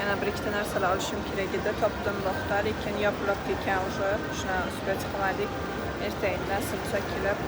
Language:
Uzbek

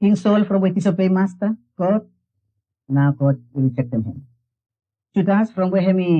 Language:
Bislama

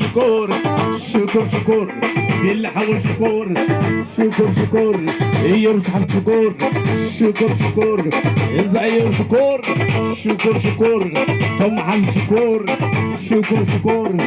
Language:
Tigrinya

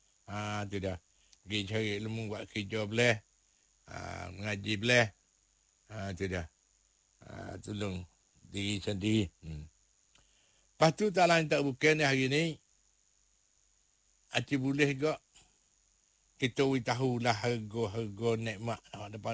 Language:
Malay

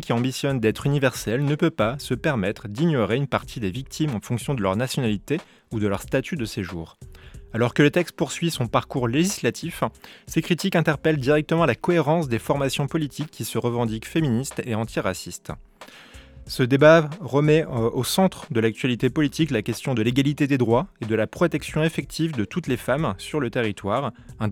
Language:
French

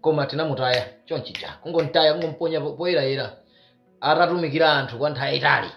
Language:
Nyanja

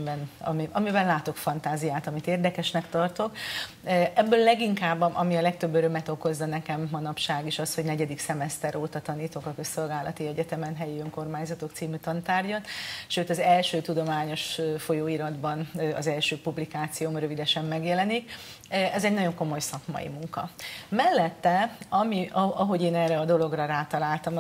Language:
Hungarian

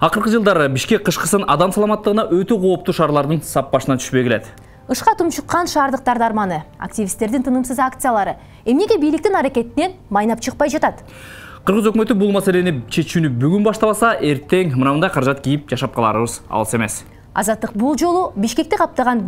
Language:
Kyrgyz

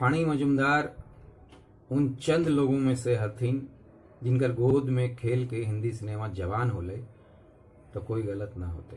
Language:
Magahi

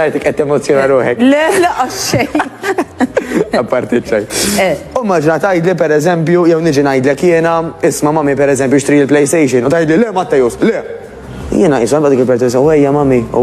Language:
Maltese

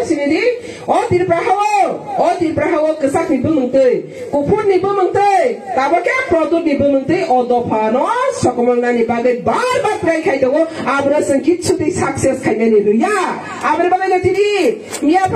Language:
Riang (India)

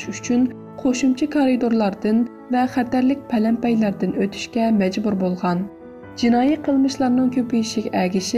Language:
Uyghur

